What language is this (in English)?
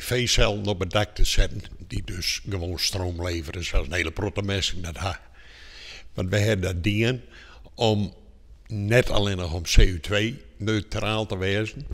Western Frisian